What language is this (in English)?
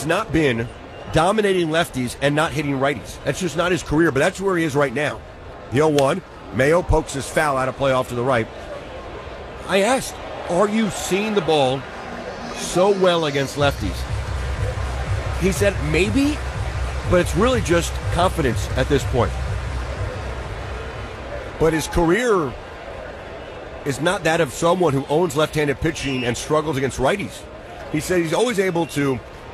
English